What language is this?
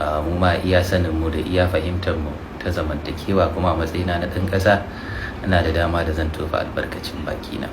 Hausa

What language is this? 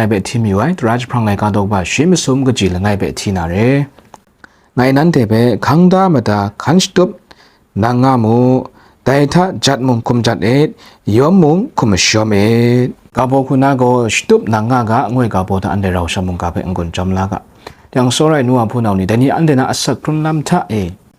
Kachin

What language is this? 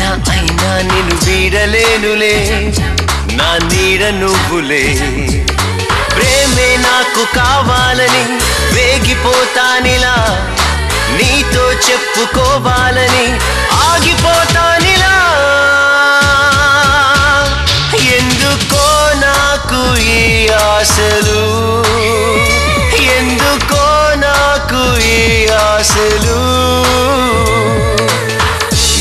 Telugu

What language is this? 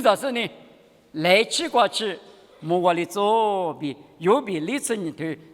Lisu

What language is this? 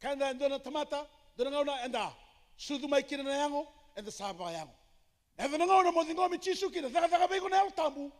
Fijian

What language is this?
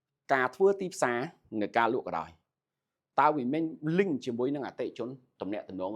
Khmer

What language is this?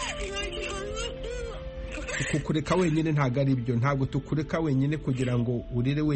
Kinyarwanda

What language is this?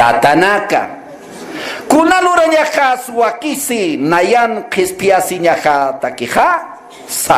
Aymara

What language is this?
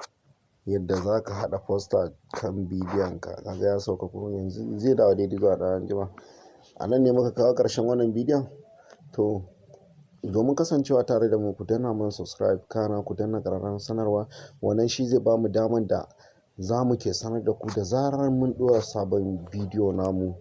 Hausa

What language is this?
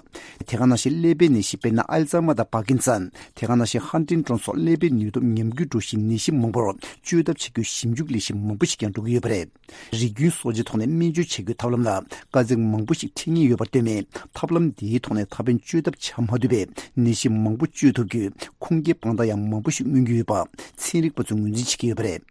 Tibetan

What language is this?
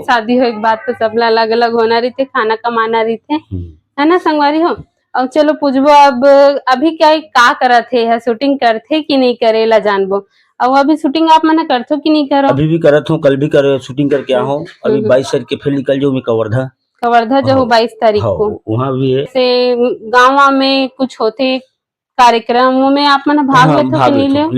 Chhattisgarhi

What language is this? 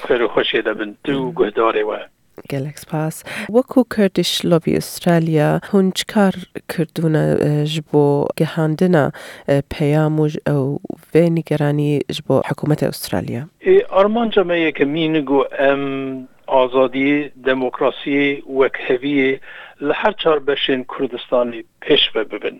Kurdish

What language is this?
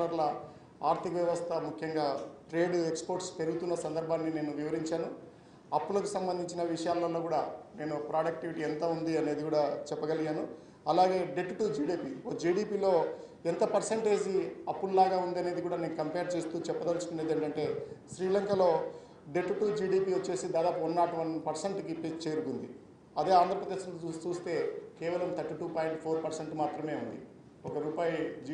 Telugu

